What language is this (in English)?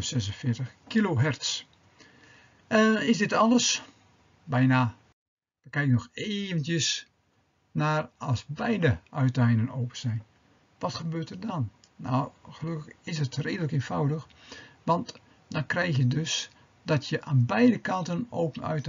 Dutch